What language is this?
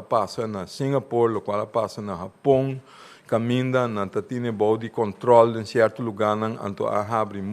Papiamento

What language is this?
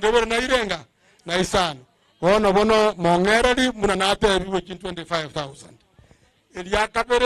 Gusii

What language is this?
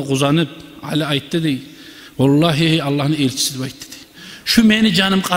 Kumyk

